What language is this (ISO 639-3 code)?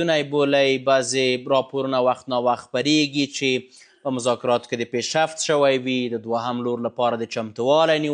pus